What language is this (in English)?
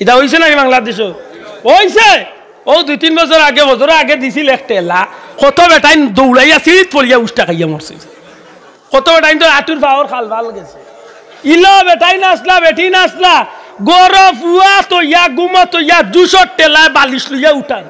Sylheti